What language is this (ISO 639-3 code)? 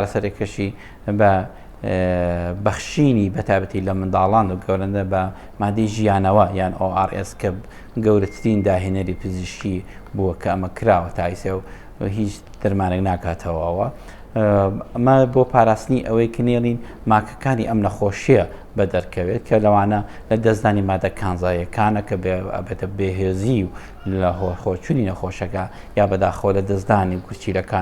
ckb